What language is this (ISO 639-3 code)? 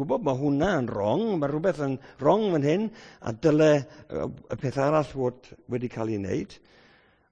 cym